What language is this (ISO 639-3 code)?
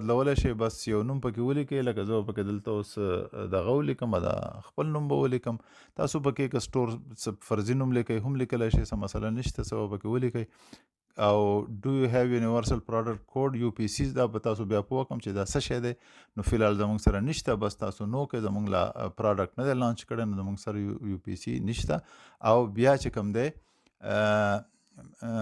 pus